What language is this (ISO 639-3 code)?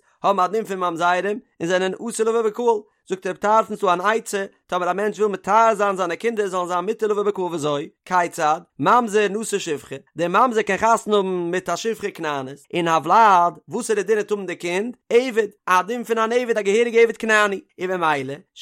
yid